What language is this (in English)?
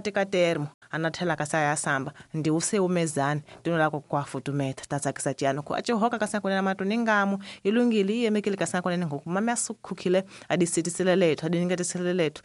Tsonga